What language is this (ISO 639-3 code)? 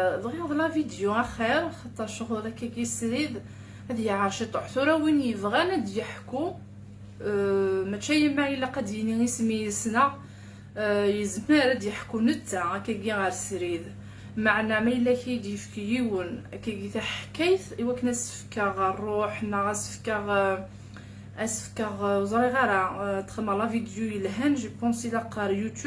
kab